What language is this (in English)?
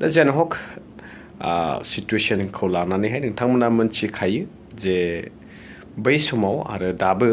Bodo